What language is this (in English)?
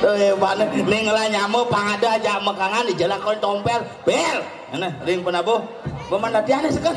Balinese